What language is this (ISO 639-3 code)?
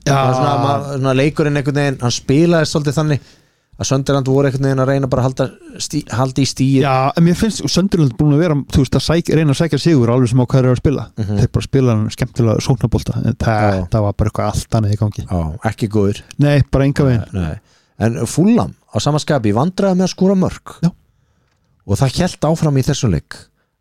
isl